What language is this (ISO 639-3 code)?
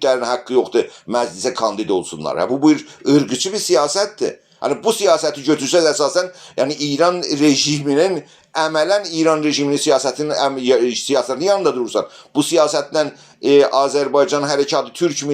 azb